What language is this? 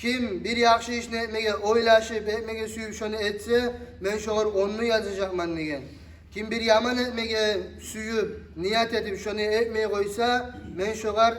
Kumyk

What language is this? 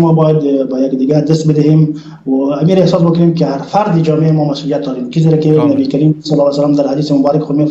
Persian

